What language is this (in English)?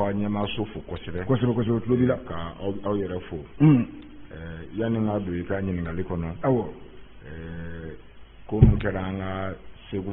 Bambara